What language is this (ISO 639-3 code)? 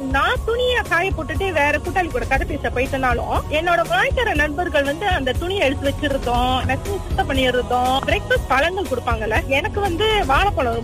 tam